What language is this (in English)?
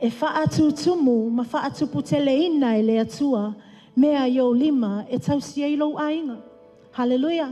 Samoan